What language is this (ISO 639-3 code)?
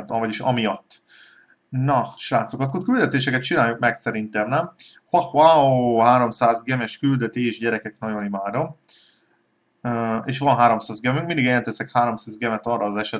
hun